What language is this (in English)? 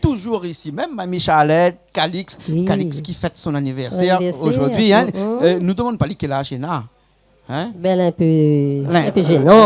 Réunion Creole French